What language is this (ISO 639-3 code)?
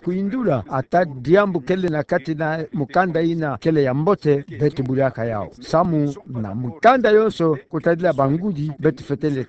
ktu